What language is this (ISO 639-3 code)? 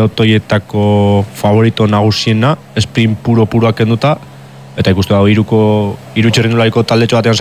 eus